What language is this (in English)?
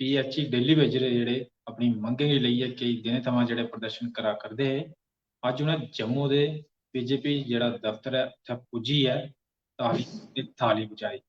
Dogri